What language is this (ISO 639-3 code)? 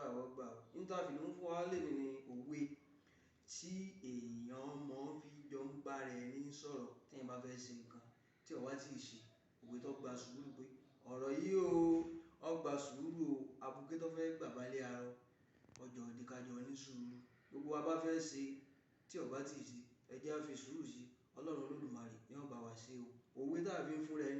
yor